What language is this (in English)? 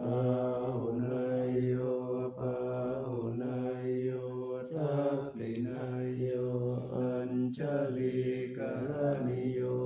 Pali